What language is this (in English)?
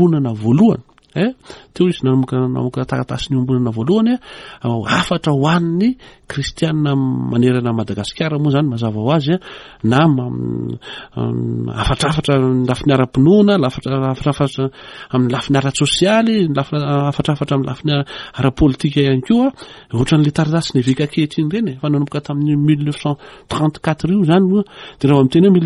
Malagasy